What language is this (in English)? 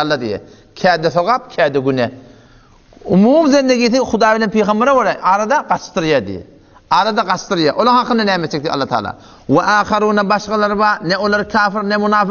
Turkmen